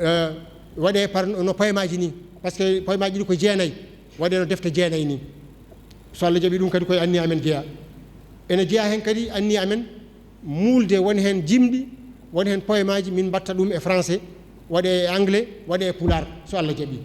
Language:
Fula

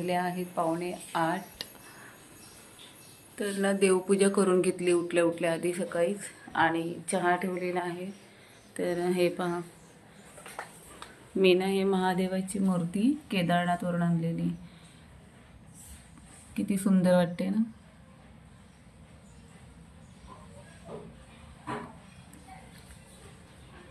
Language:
Marathi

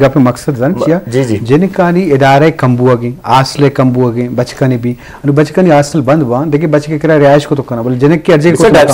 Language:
Eastern Balochi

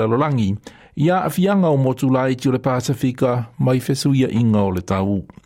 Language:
Samoan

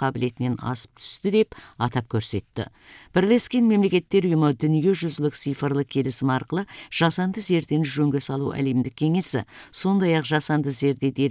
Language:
Kazakh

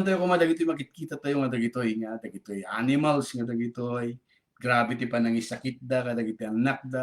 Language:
Iloko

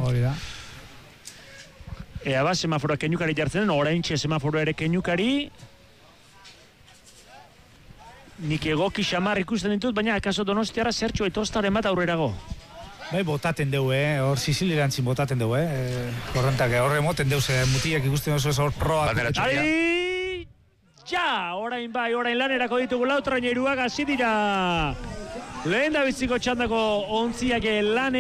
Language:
Basque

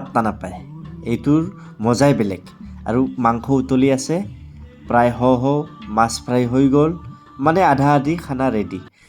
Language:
Assamese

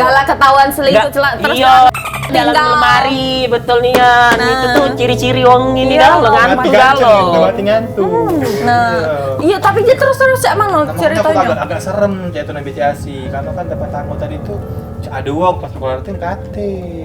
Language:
Musi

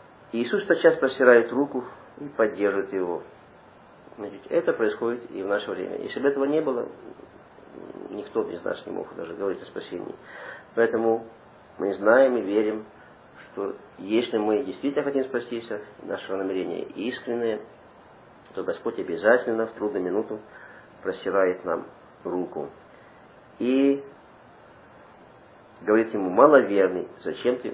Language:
Russian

